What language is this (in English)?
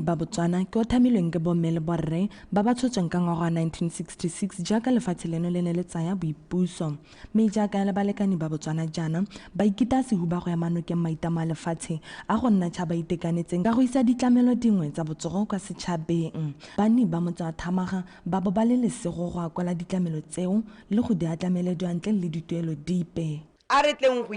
Tswana